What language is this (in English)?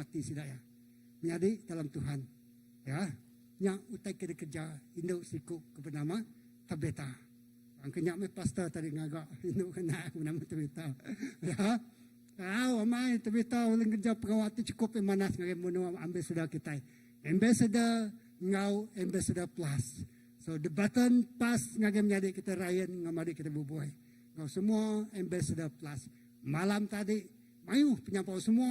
Iban